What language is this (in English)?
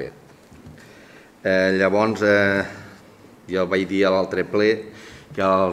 Catalan